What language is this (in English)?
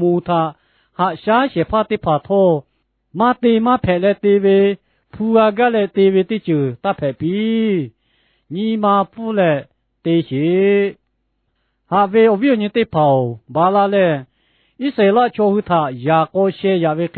Lahu